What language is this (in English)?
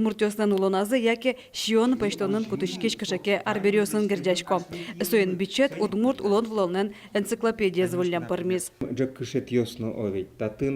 Udmurt